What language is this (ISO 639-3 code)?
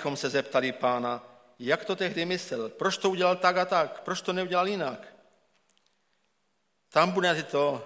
ces